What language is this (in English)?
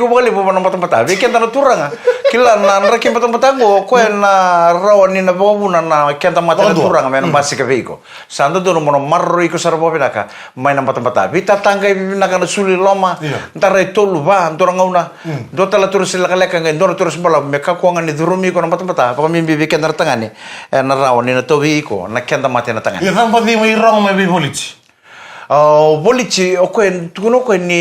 Fijian